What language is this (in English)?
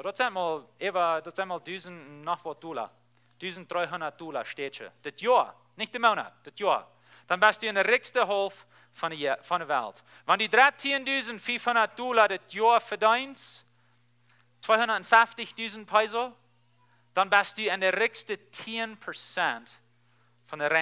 Plautdietsch